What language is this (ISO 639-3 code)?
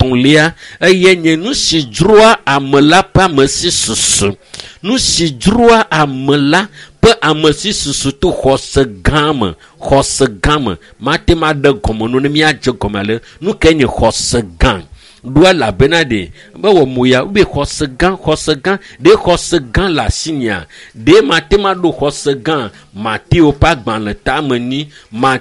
ewe